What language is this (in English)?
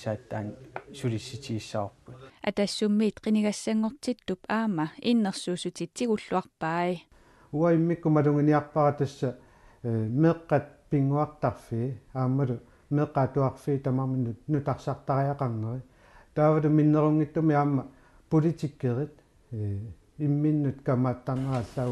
Kalaallisut